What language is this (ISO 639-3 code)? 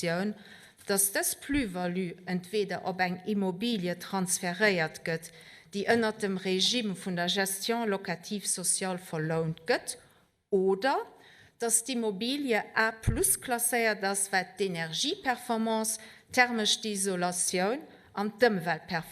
ltz